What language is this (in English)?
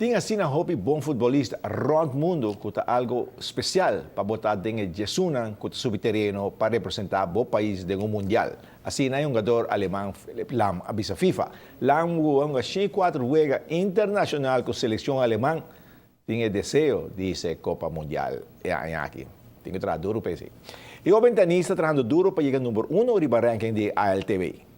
Papiamento